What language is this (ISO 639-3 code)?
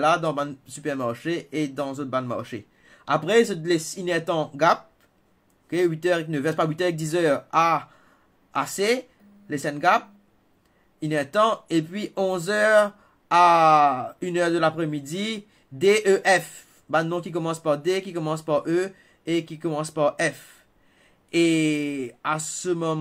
mfe